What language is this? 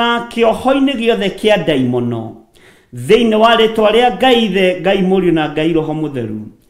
Kikuyu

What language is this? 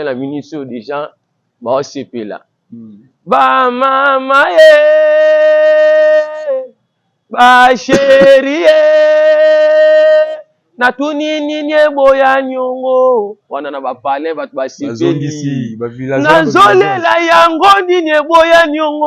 Lingala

